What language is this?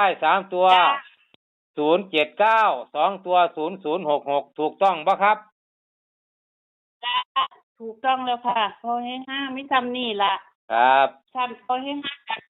Northeastern Thai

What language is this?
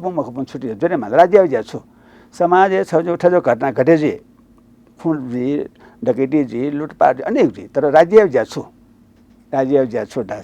Newari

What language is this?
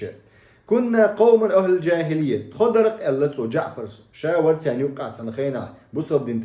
Chechen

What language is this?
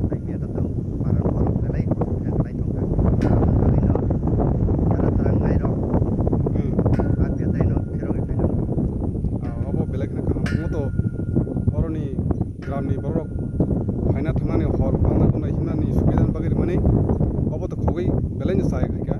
Kok Borok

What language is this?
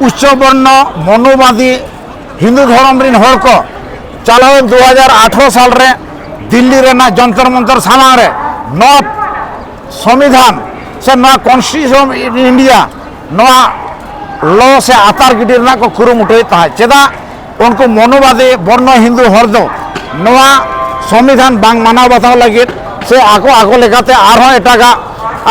Santali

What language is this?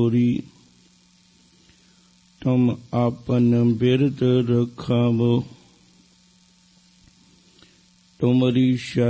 Punjabi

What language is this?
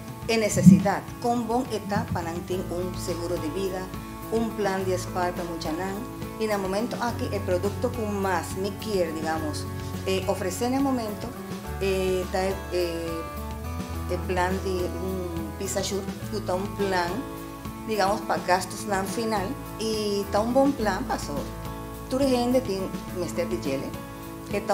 Papiamento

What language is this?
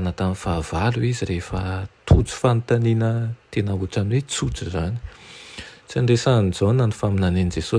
Malagasy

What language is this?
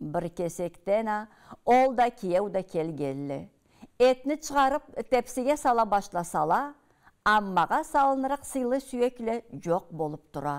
Karachay-Balkar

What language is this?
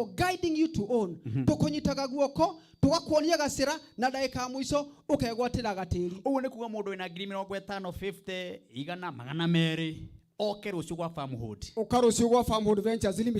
Kikuyu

